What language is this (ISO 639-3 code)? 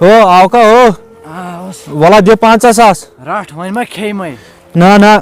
kas